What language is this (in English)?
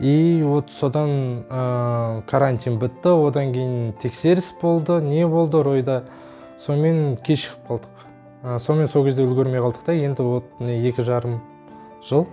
Kazakh